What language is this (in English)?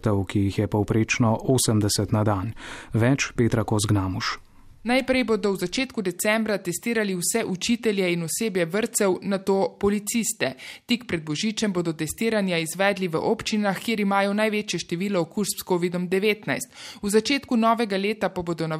Slovenian